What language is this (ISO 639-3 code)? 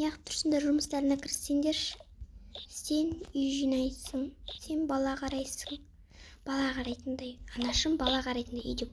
kaz